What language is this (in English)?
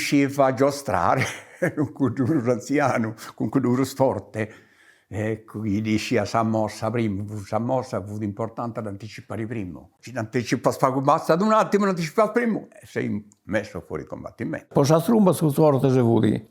Sardinian